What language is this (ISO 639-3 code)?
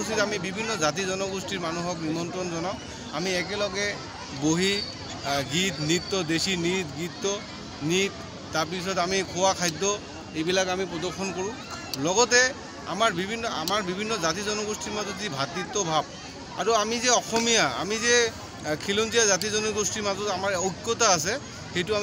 asm